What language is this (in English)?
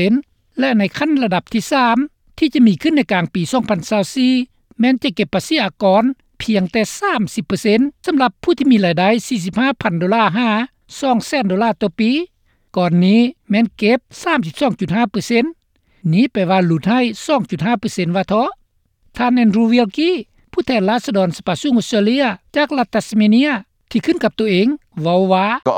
Lao